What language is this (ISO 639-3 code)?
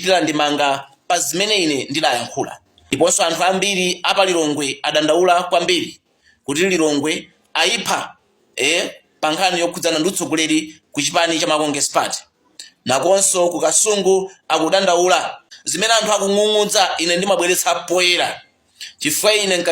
nya